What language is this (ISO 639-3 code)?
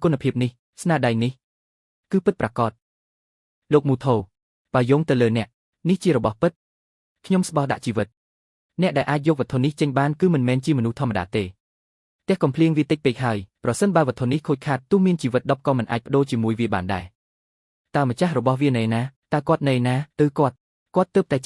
khm